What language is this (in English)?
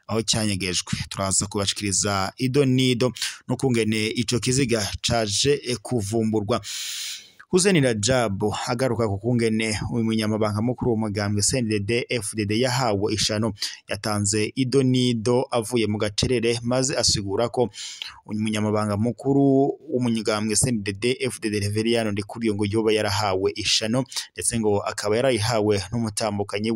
Rundi